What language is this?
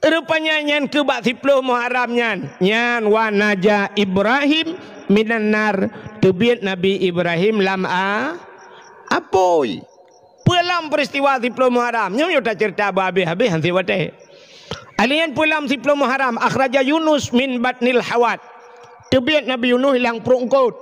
Achinese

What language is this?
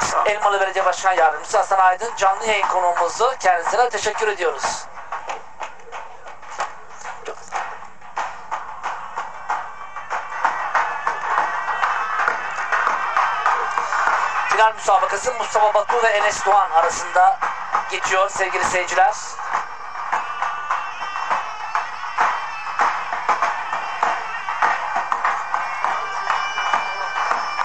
Turkish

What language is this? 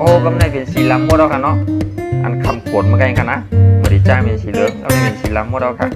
Shan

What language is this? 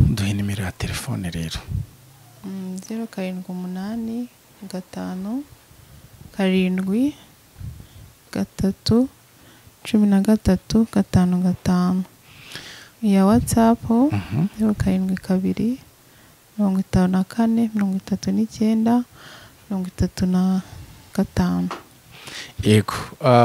Kinyarwanda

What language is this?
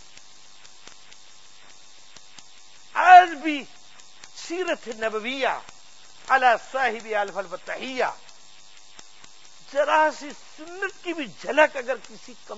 Urdu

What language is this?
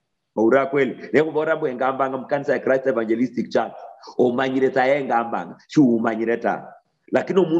Luyia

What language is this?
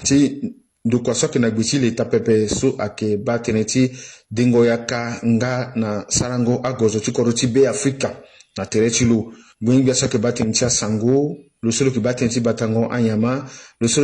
Sango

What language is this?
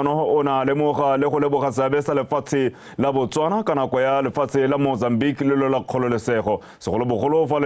Tswana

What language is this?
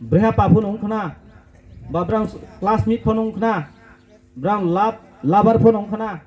Riang (India)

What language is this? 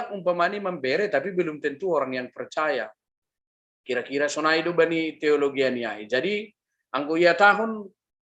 Batak Simalungun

